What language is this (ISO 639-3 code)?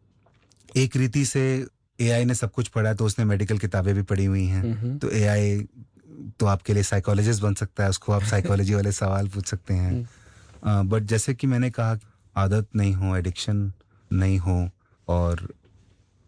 hin